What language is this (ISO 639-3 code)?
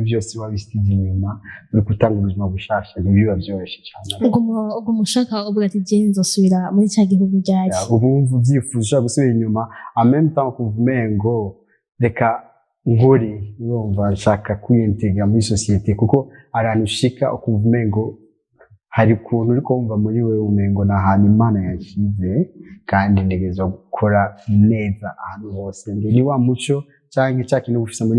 run